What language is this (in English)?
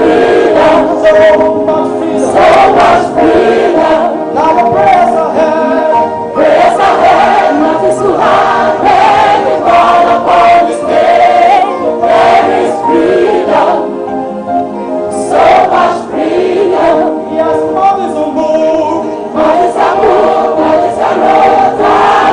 Ewe